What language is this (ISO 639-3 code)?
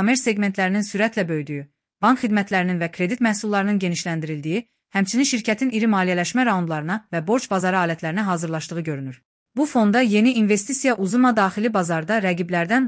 aze